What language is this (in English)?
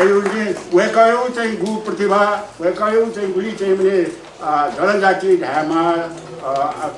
Newari